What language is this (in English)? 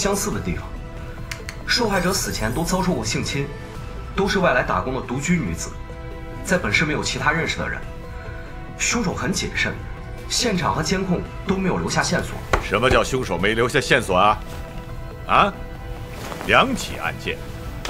Chinese